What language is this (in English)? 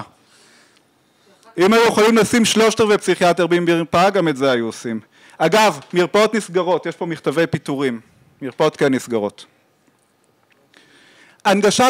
Hebrew